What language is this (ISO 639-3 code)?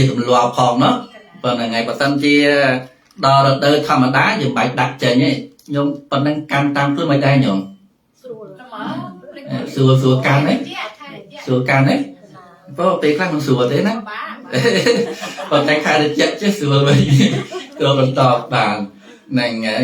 khm